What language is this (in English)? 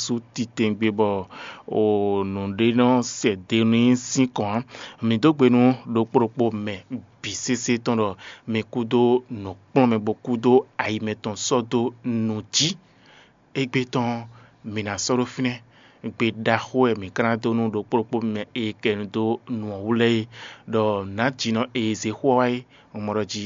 Fon